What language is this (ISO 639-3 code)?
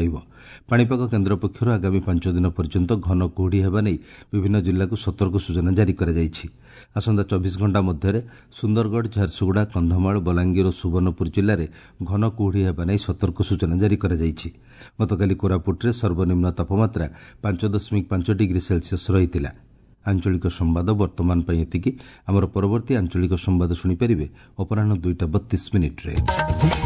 ori